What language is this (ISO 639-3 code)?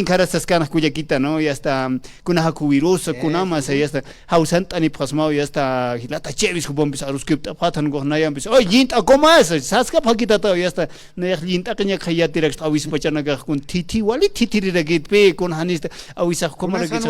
aym